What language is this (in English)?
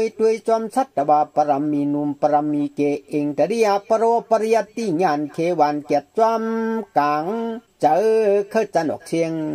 Shan